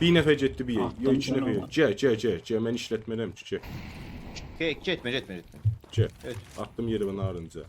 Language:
South Azerbaijani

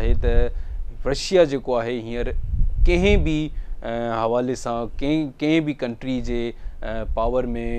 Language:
Sindhi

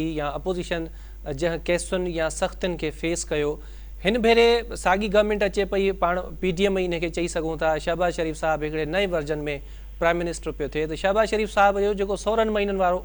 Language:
Sindhi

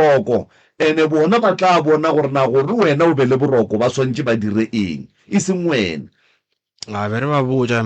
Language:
Northern Sotho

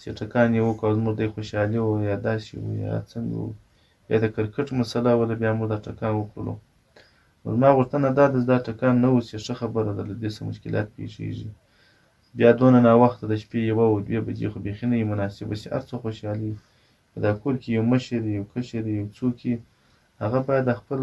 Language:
Pashto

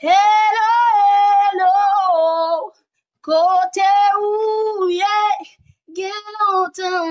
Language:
Haitian Creole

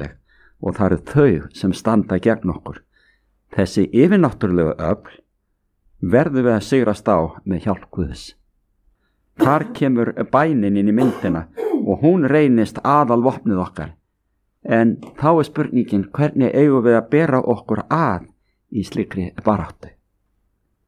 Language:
Icelandic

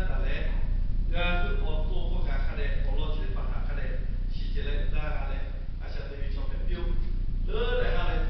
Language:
Lahu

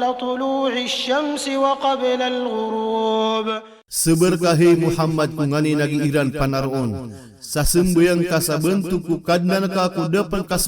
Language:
Maranao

